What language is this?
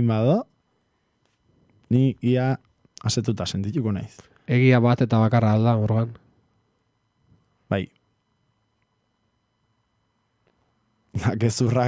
Basque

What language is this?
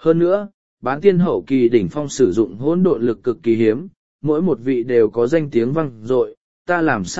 Vietnamese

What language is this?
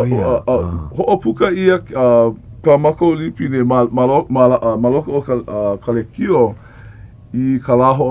Hawaiian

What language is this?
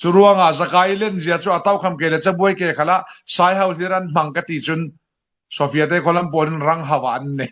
Falam Chin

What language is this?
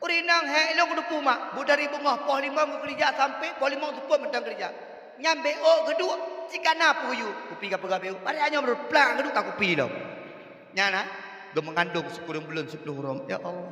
Achinese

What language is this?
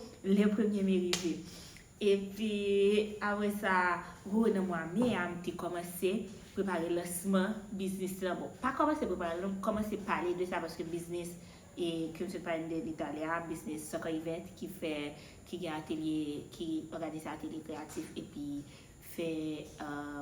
Haitian Creole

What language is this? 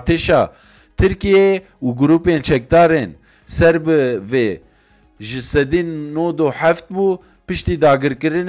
Kurdish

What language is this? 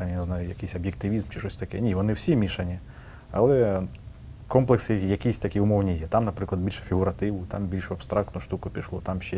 Ukrainian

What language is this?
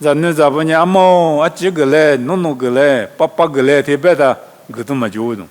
Lisu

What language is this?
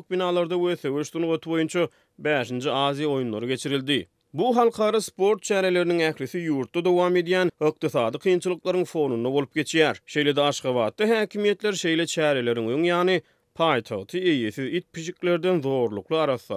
Turkmen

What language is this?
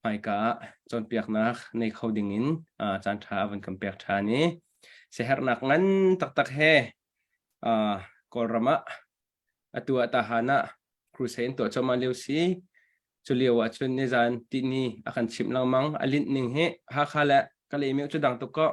Hakha Chin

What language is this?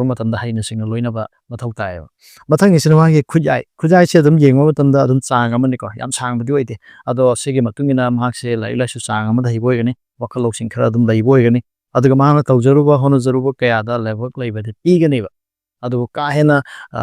Manipuri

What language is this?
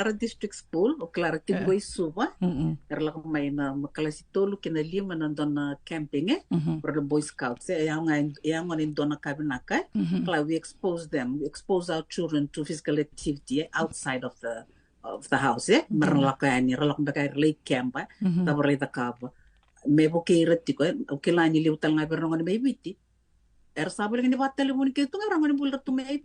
Fijian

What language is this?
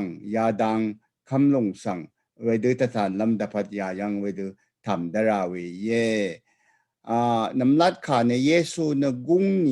Rawang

